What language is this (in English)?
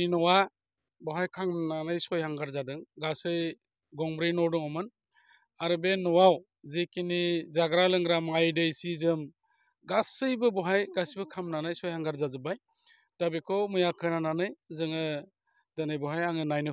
Bodo